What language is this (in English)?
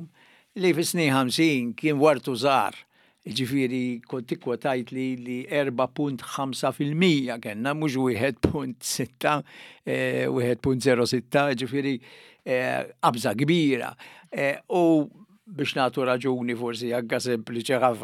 Maltese